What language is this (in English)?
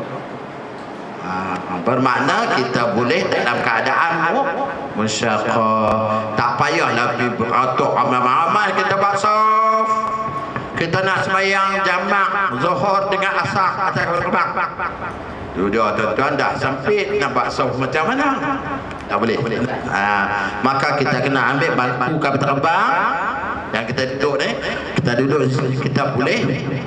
Malay